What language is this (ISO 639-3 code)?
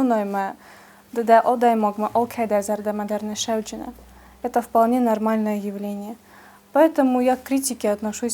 oss